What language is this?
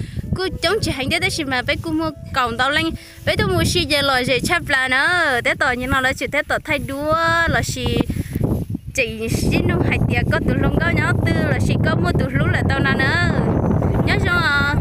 Hmong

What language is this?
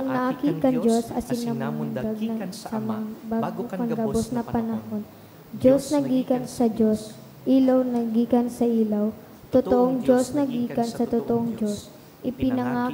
Bikol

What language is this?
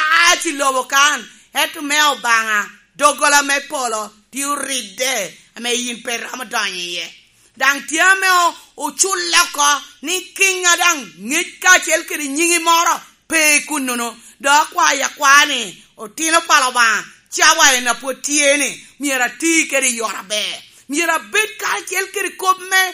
Lango (Uganda)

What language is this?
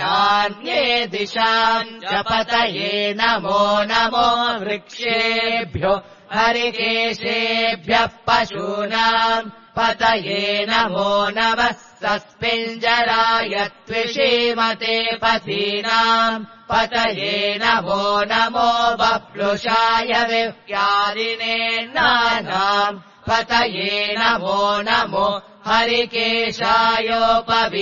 Sanskrit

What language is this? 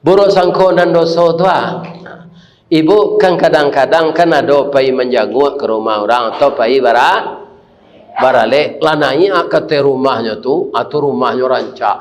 Minangkabau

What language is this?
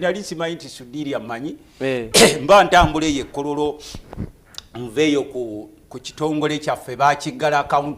Ganda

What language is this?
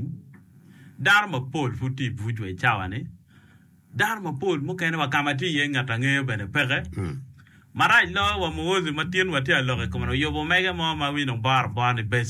Acoli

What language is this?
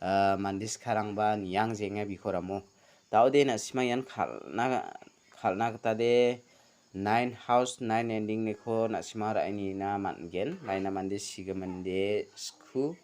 Garo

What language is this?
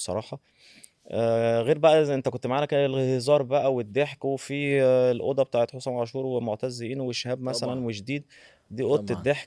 Egyptian Arabic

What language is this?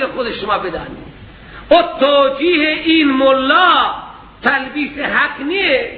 Persian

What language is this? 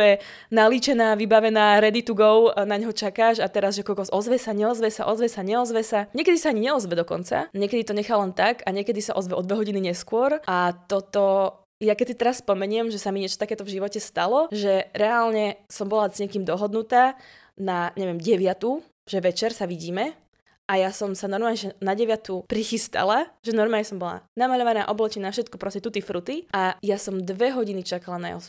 Slovak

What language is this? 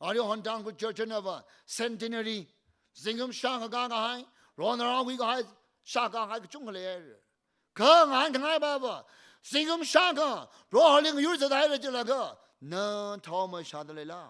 Tangkhul Naga (India)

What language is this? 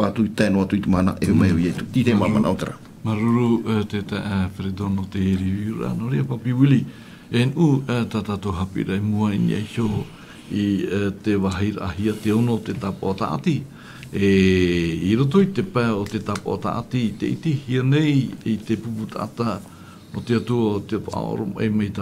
Tahitian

